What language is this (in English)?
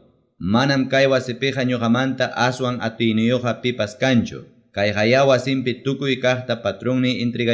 Ayacucho Quechua